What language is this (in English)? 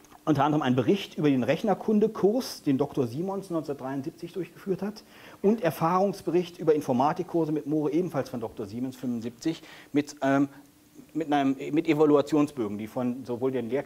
German